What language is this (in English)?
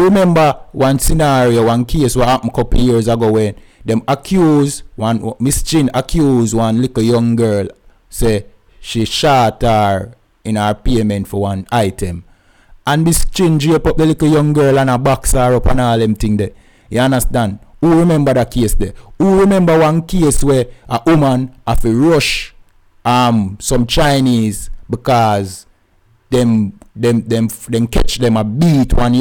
Jamaican Creole English